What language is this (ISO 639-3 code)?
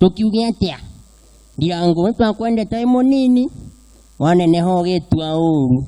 kik